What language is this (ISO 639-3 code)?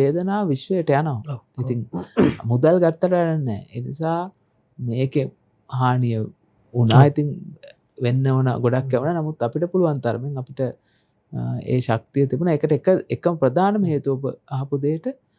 sin